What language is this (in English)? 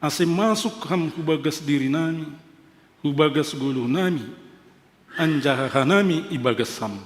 Batak Simalungun